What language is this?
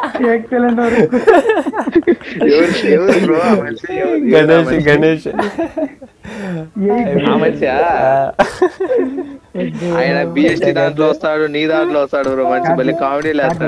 Telugu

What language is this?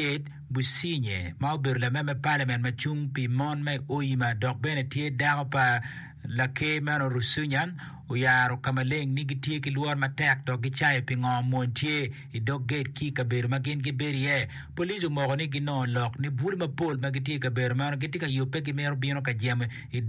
Acoli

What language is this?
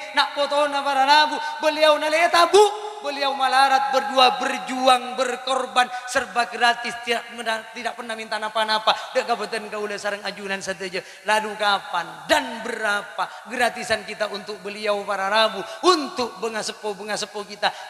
Madurese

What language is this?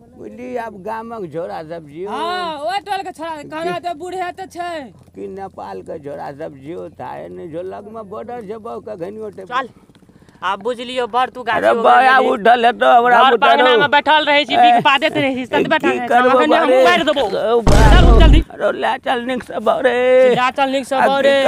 Maithili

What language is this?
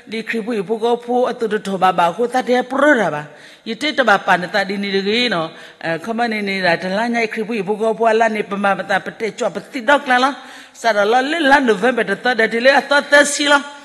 S'gaw Karen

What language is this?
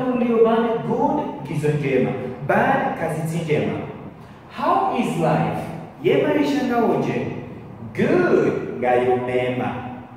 Ngazidja Comorian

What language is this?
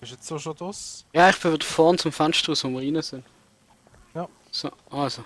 Swiss German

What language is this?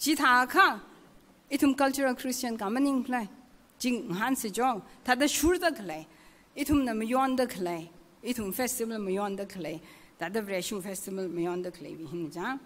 Tangkhul Naga (India)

